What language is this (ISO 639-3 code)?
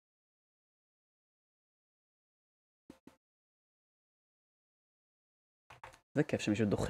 heb